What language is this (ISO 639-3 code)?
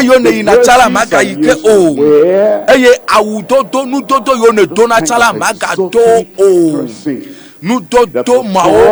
ewe